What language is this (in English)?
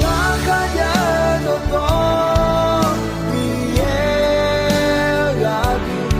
Akha